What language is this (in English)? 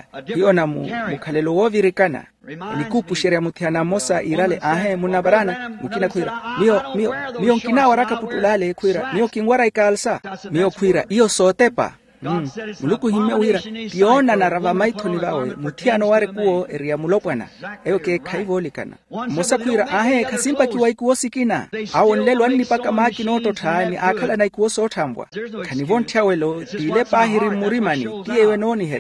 Makhuwa